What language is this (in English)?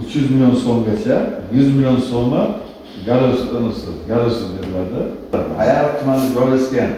Uzbek